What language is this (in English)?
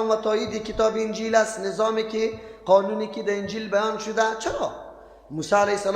Persian